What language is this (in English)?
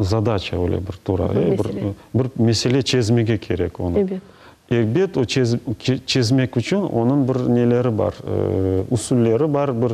Crimean Tatar